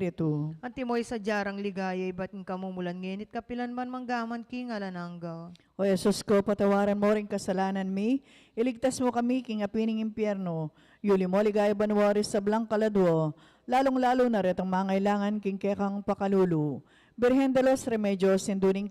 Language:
Pampanga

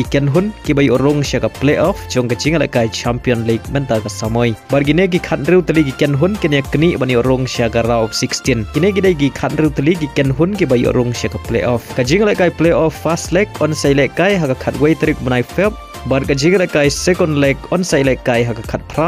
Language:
Khasi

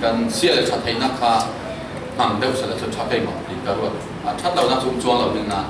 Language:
Falam Chin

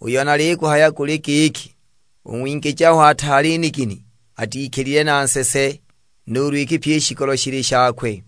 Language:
Sukuma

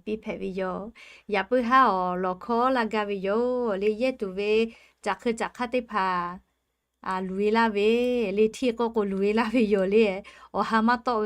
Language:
Lahu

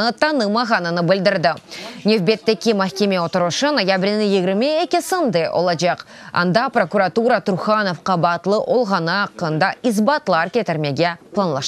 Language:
Crimean Tatar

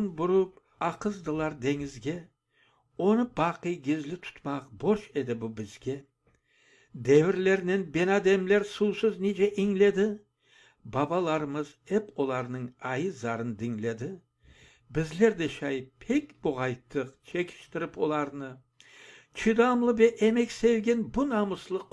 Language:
Crimean Tatar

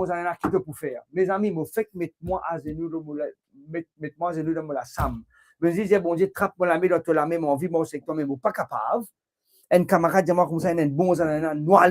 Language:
Morisyen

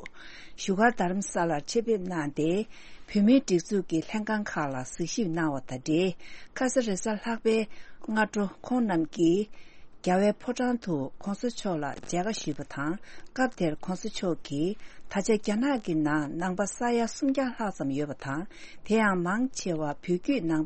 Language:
Tibetan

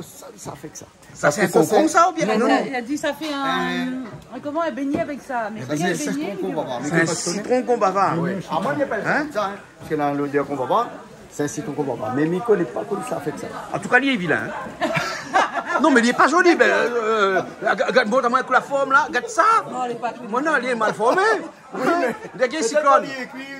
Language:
Réunion Creole French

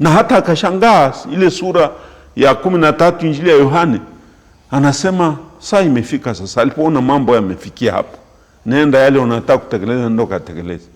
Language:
Swahili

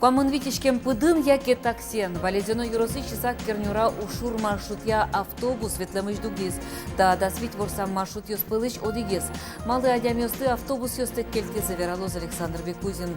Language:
Udmurt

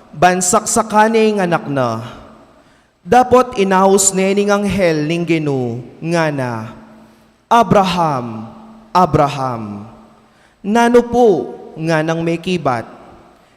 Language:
Pampanga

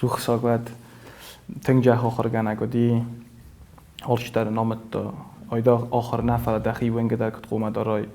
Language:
Ossetic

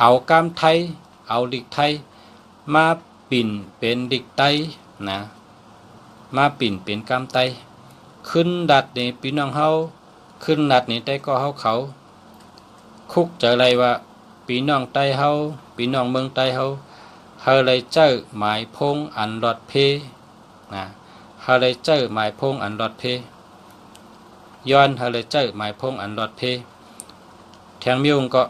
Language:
Shan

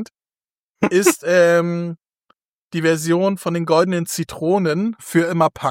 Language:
German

